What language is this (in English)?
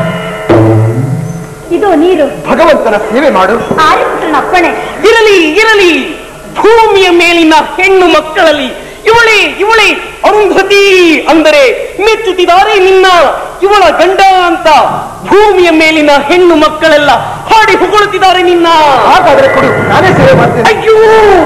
Kannada